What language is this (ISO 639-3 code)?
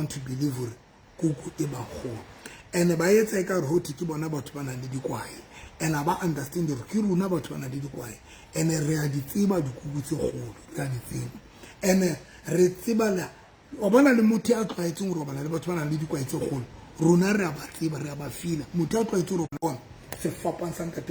sot